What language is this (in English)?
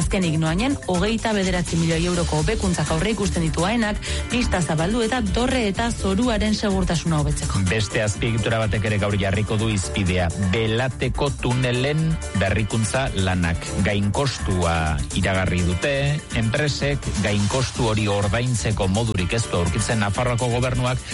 Basque